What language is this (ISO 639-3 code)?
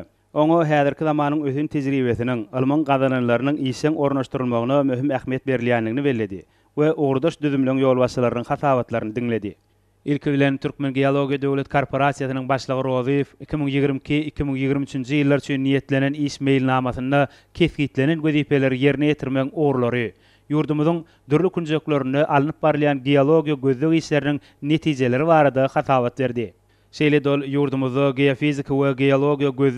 tuk